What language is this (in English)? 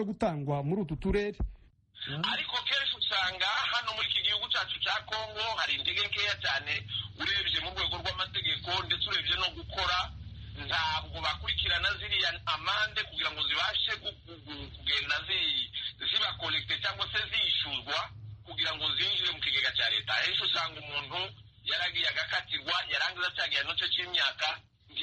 Kinyarwanda